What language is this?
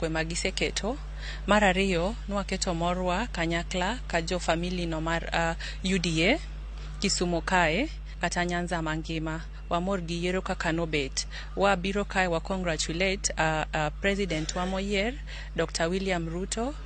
Luo (Kenya and Tanzania)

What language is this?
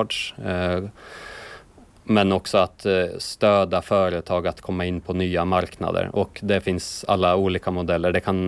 Swedish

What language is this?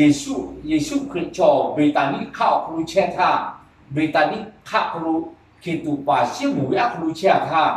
Lahu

